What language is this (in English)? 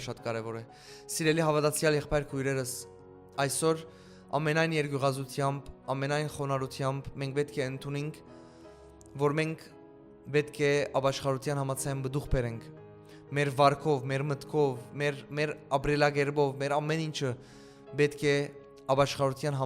Western Armenian